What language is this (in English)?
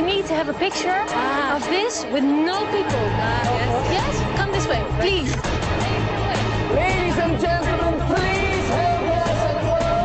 Dutch